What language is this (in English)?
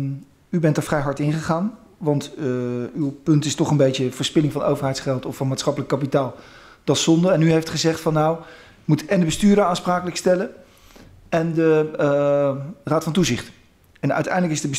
Dutch